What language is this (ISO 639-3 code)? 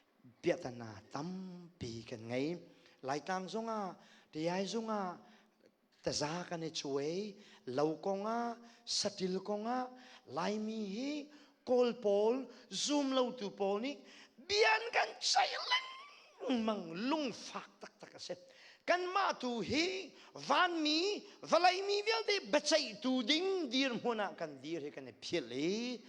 cnh